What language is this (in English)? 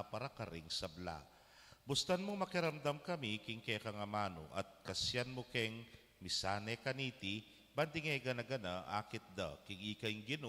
Pampanga